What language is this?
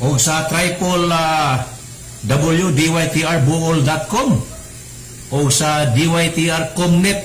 Cebuano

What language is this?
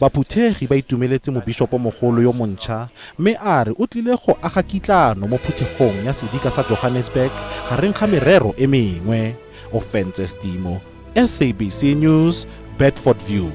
Tswana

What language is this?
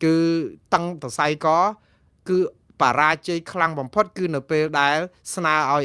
Khmer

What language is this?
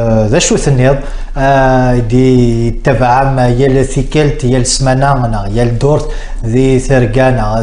Kabyle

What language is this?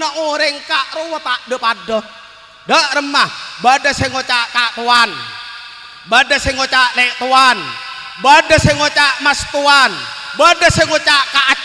Madurese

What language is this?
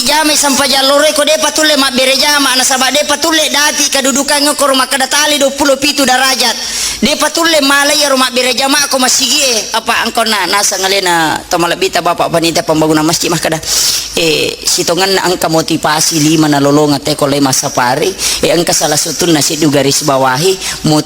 Buginese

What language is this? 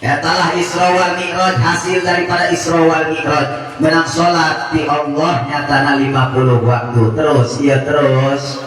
Sundanese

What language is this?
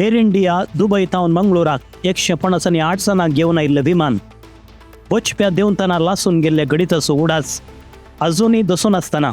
Konkani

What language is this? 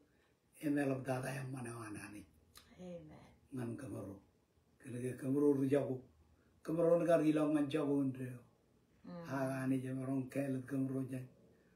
Marshallese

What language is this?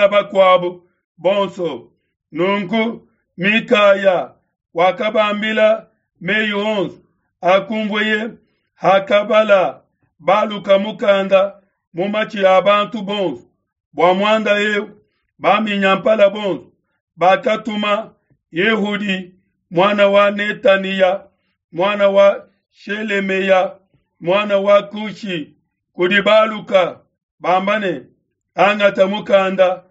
Luba-Lulua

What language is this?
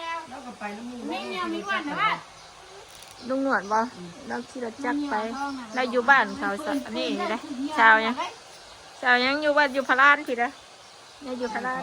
Northeastern Thai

